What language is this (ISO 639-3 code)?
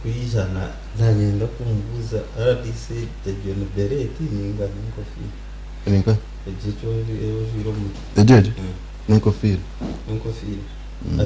nyn